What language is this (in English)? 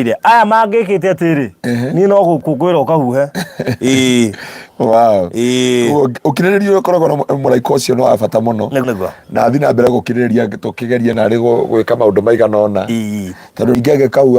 Kikuyu